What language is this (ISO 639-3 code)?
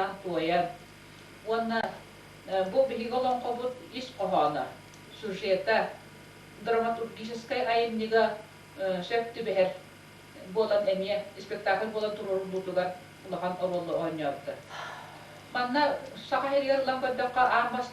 sah